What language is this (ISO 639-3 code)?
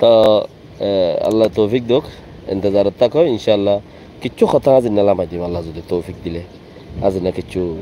rhg